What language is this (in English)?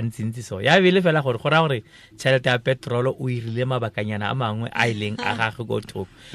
Tswana